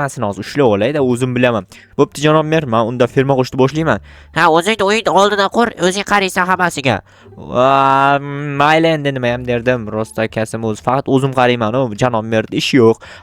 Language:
Uzbek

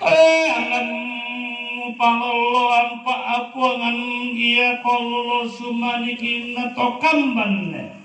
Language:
Toraja-Sa'dan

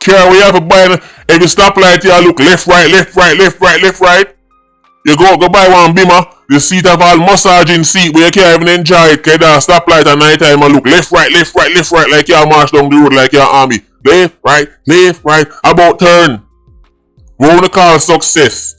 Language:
Jamaican Creole English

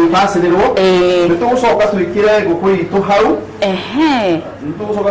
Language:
Kikuyu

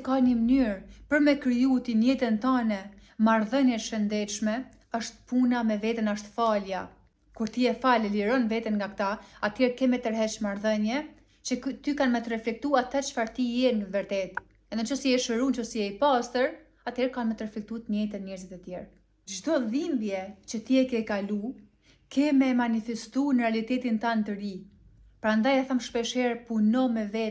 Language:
Albanian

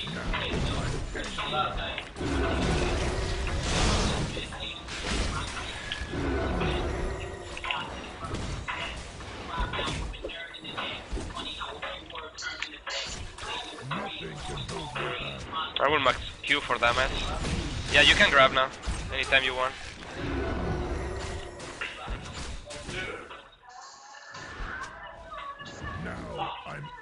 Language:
English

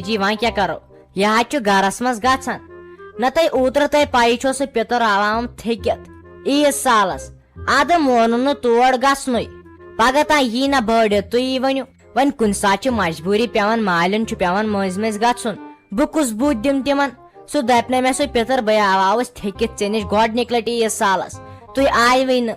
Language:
Kashmiri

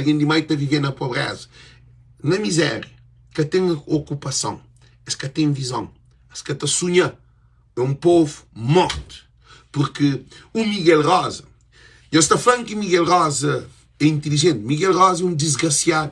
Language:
Kabuverdianu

